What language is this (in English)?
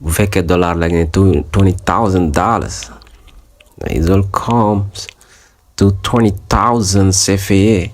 Wolof